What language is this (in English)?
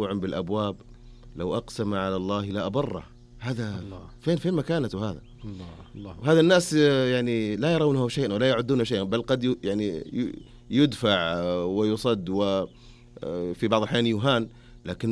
Najdi Arabic